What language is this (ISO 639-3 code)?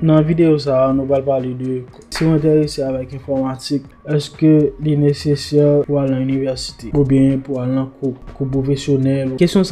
hat